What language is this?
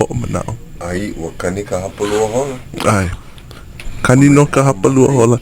Hawaiian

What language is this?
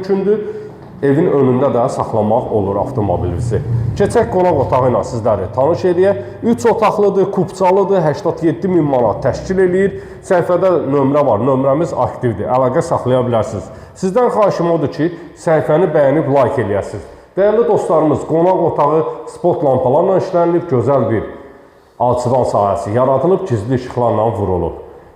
Azerbaijani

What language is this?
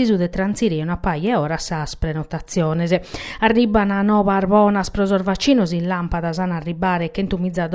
Sardinian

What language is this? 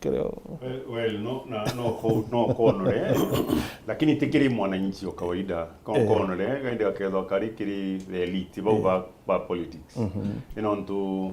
Meru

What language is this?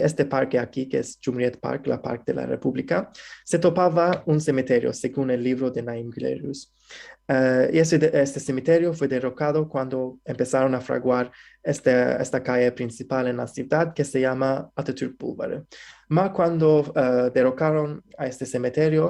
Ladino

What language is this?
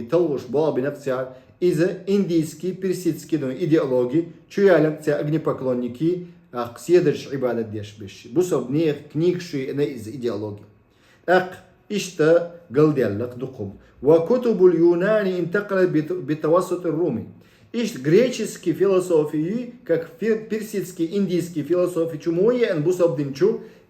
Chechen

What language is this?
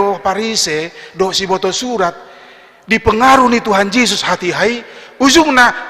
Batak Toba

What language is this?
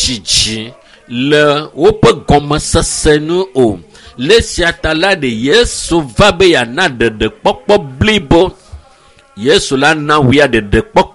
Ewe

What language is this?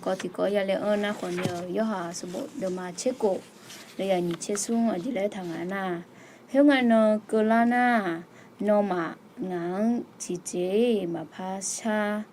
Akha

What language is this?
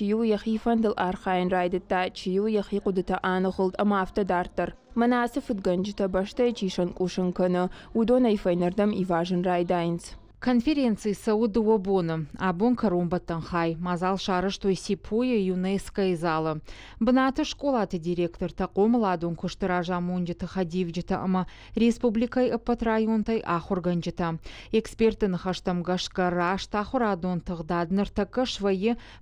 Ossetic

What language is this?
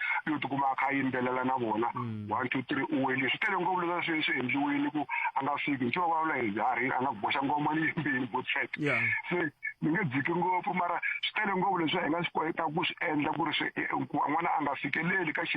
Tsonga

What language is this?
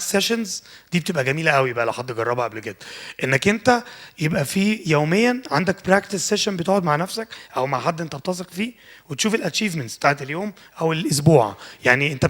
Egyptian Arabic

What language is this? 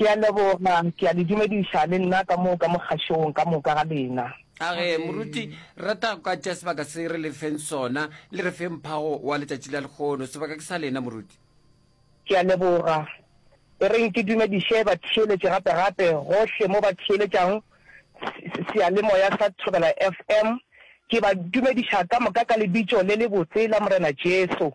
Northern Sotho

